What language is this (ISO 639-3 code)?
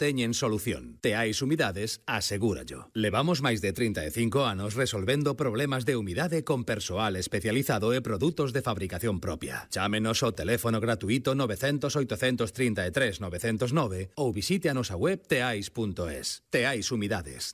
glg